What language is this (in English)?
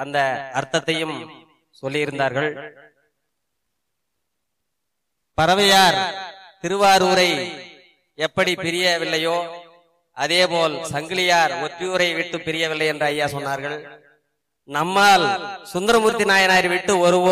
Tamil